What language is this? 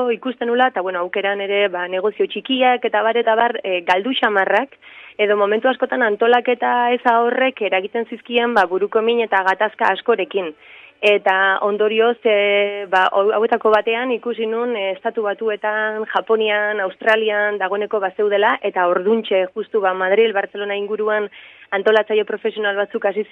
Basque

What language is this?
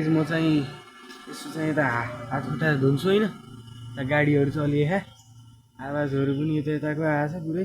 Nepali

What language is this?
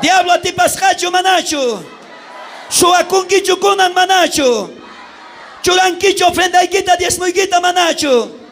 South Bolivian Quechua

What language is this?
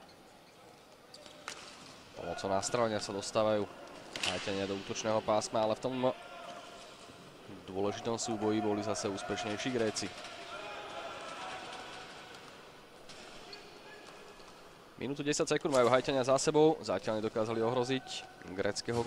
Slovak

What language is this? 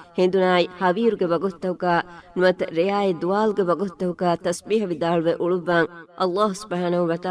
Divehi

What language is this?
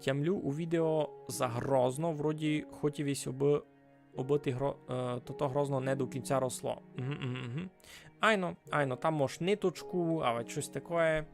Rusyn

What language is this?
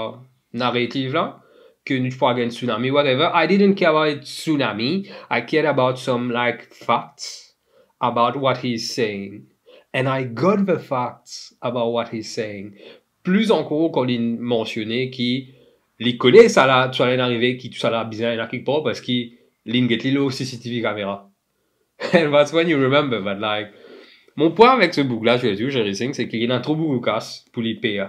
Morisyen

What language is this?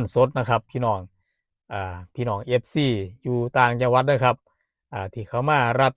Northeastern Thai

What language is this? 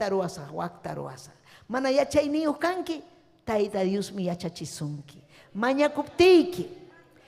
Ayacucho Quechua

